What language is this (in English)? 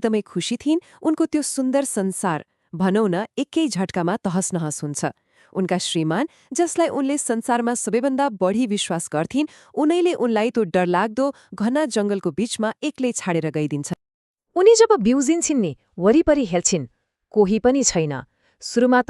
Nepali